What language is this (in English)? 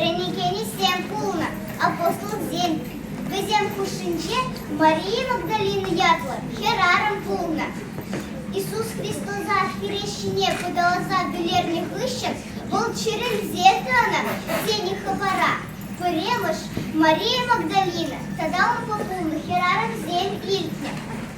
Chuvash